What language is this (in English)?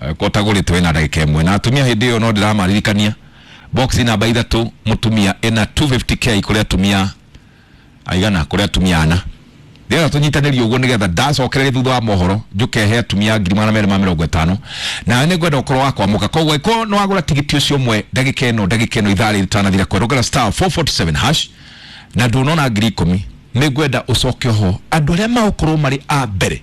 Kikuyu